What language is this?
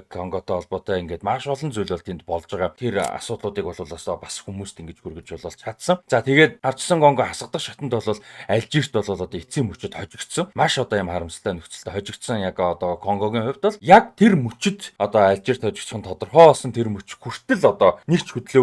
Mongolian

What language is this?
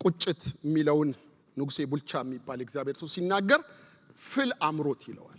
Amharic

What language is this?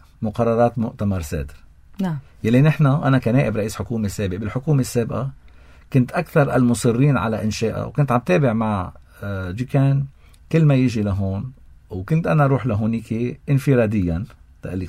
North Levantine Arabic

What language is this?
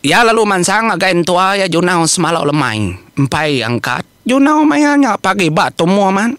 Iban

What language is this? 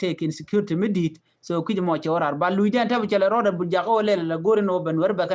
Nuer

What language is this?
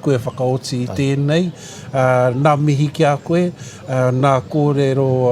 Māori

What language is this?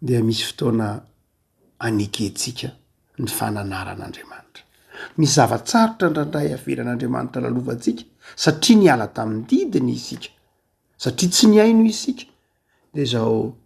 Malagasy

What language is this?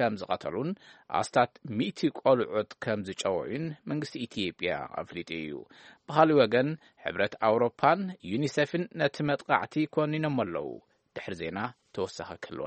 Tigrinya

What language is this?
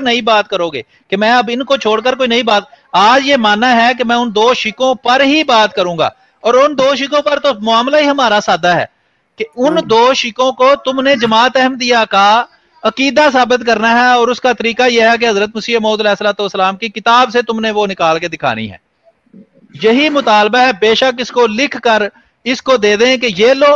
Urdu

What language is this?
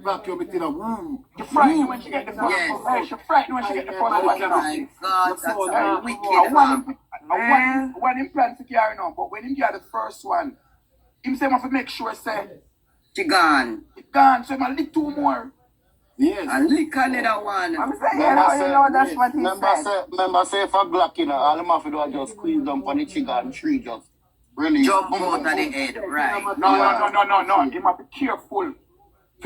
Jamaican Creole English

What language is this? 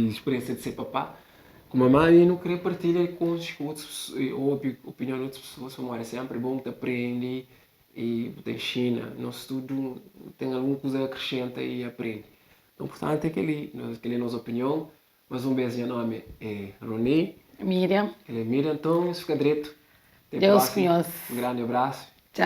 Kabuverdianu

